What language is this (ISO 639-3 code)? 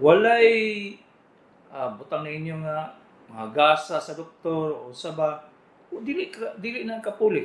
ceb